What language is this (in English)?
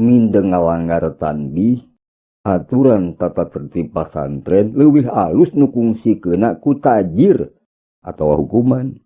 Sundanese